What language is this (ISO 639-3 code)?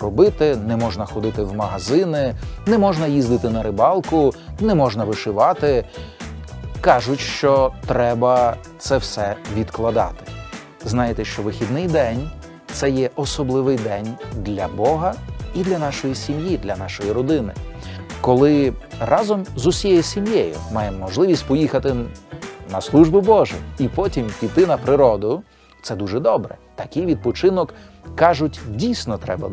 ukr